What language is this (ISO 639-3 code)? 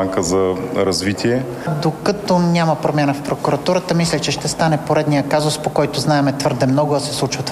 bul